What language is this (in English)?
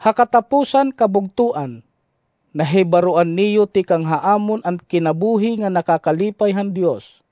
Waray